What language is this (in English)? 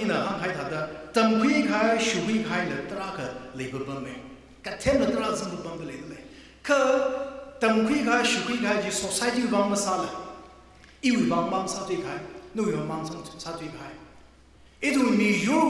Tangkhul Naga (India)